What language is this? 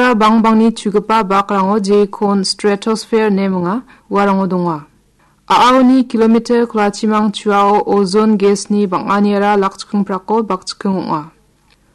Garo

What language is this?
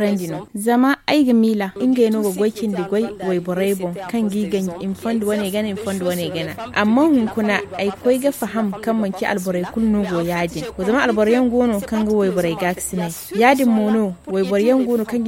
Zarma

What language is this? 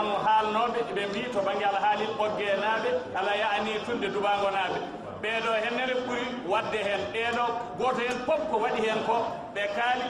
Fula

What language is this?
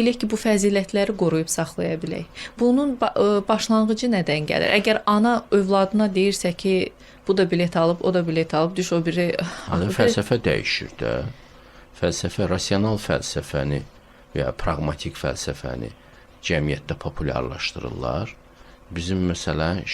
Azerbaijani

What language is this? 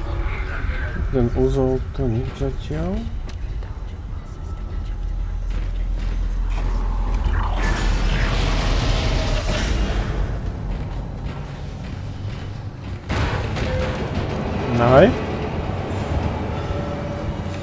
Slovak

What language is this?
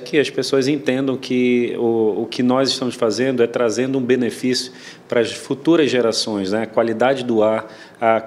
Portuguese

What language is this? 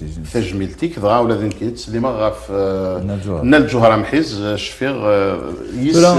Kabyle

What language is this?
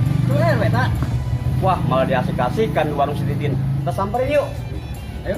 Betawi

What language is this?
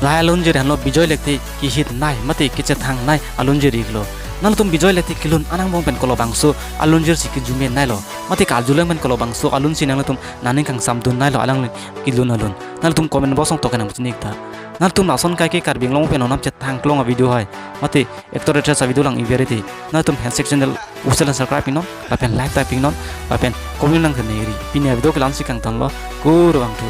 Karbi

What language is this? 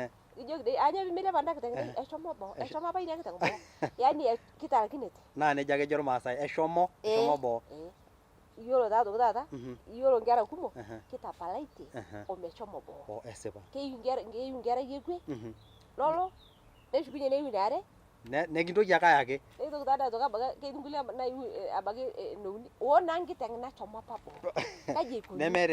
Masai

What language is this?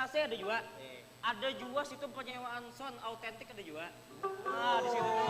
Banjar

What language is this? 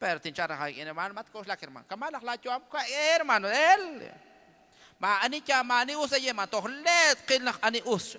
Kekchí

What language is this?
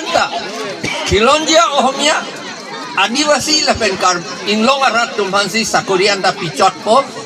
Karbi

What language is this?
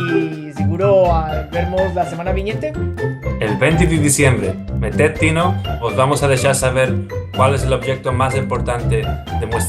Ladino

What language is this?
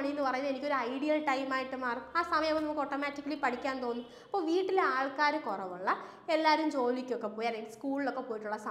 Malayalam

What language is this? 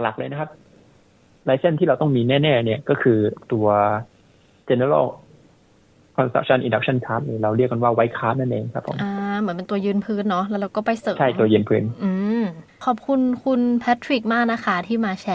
Thai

